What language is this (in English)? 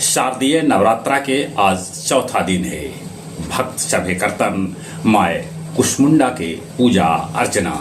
Magahi